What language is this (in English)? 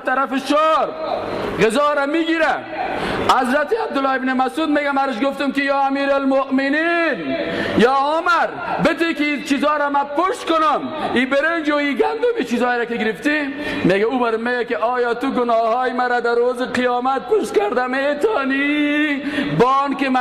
Persian